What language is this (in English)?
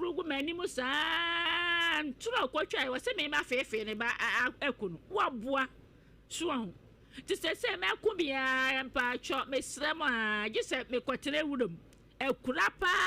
Akan